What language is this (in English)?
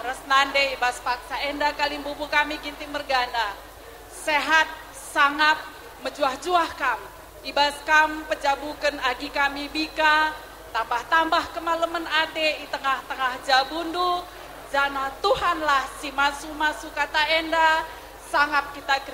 Batak Karo